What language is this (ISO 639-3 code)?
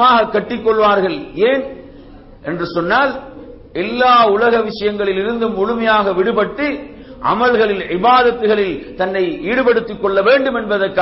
tam